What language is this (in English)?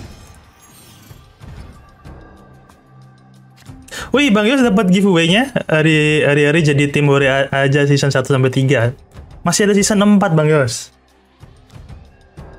Indonesian